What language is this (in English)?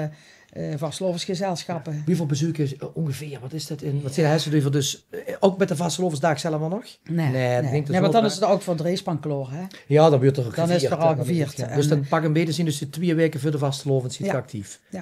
Limburgish